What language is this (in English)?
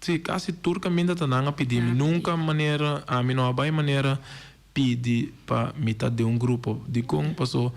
Papiamento